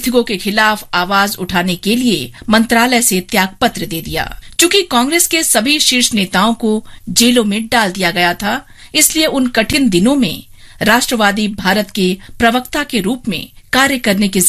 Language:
Hindi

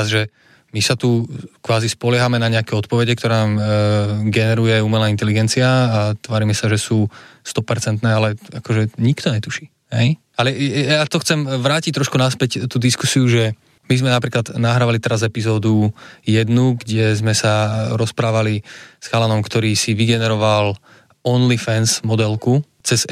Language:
Slovak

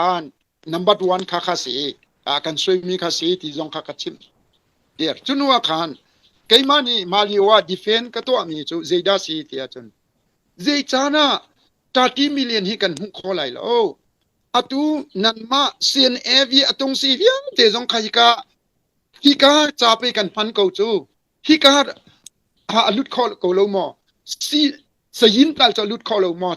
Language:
Hakha Chin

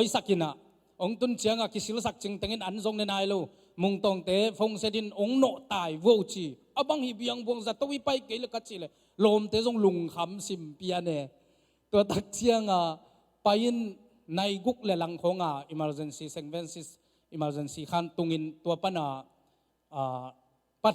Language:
Tedim Chin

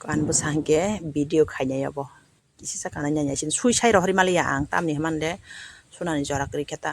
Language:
Kok Borok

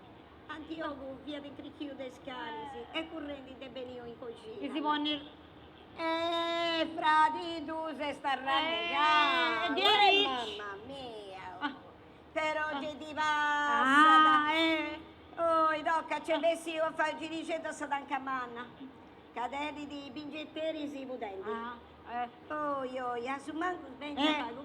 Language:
Sardinian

